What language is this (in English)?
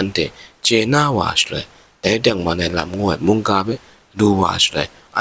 Kachin